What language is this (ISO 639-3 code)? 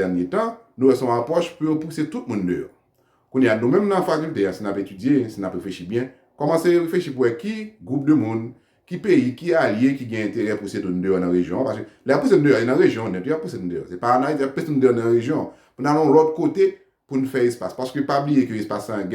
hat